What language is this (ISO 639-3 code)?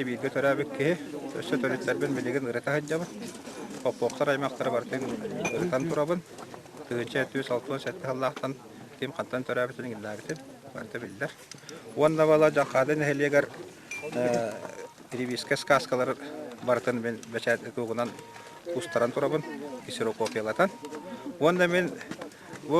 sah